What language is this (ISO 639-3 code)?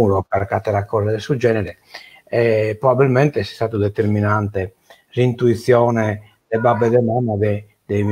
srd